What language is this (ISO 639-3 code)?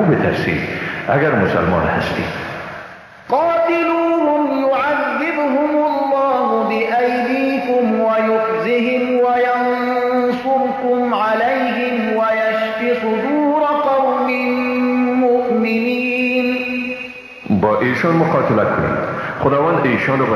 fas